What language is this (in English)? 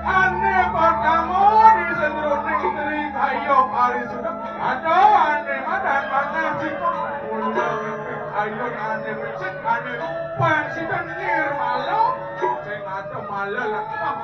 Balinese